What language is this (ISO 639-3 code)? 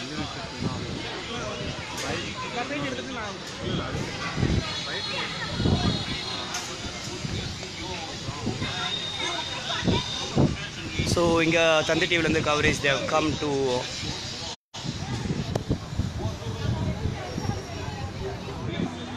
tam